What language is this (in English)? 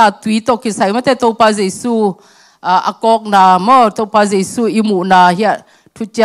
Tedim Chin